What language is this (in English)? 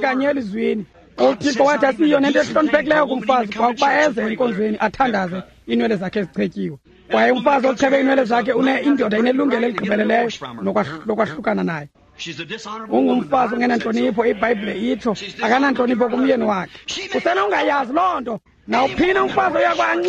Xhosa